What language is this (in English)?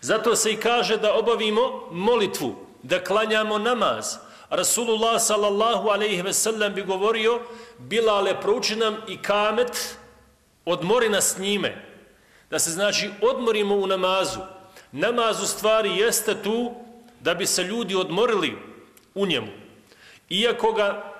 Bosnian